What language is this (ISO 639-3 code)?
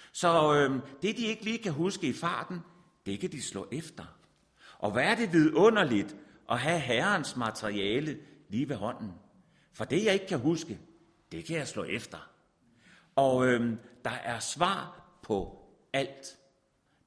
dan